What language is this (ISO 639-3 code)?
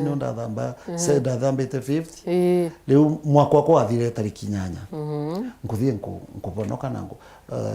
mer